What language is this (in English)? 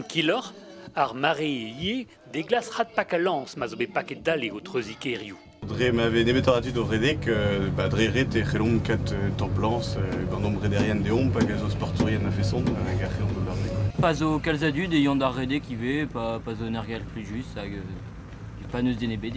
Breton